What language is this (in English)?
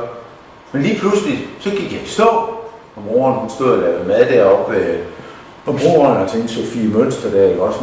Danish